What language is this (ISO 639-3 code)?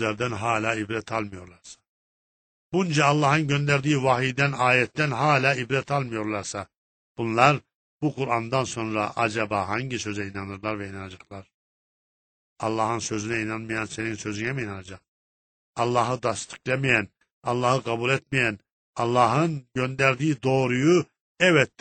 tur